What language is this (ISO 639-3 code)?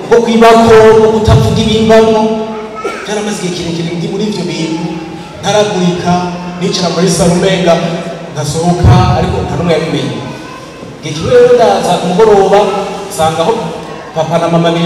run